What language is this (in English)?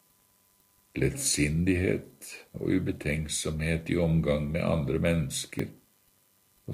Norwegian